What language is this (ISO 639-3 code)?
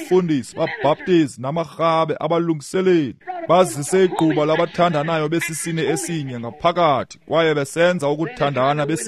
xho